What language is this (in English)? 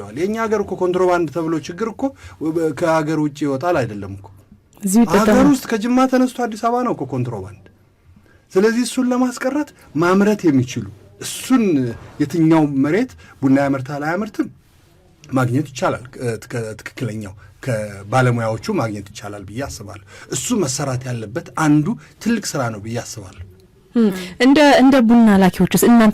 Amharic